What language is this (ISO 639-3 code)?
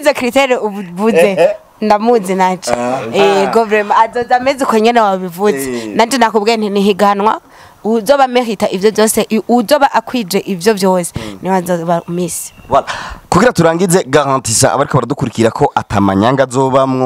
run